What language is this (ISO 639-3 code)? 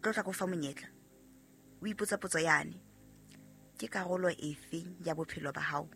sot